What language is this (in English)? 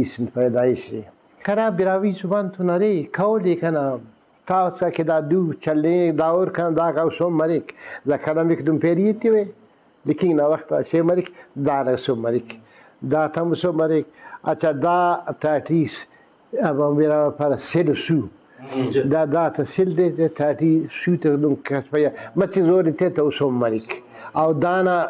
Brahui